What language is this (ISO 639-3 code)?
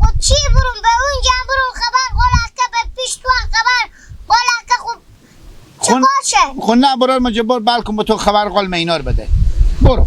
haz